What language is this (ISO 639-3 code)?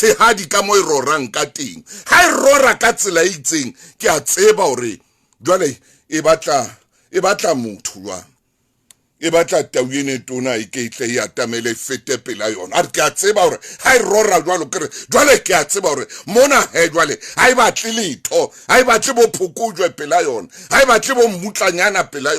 sot